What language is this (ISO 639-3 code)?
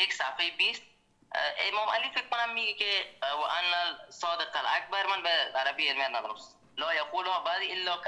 fas